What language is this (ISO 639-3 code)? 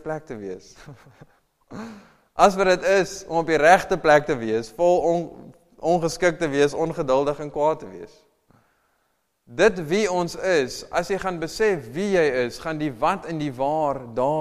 afr